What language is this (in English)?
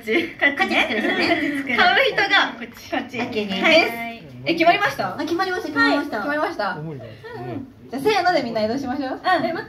Japanese